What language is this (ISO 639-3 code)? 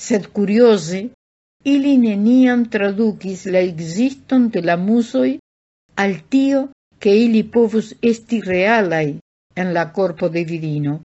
epo